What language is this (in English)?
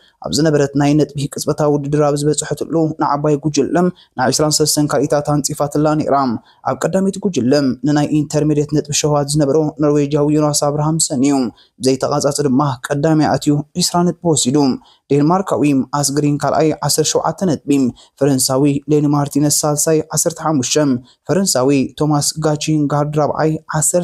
Tigrinya